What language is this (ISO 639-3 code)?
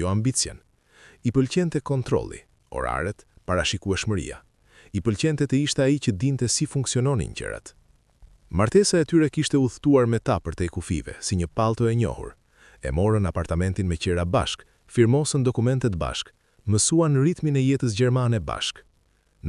sqi